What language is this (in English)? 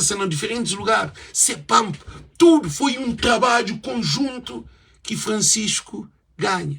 Kabuverdianu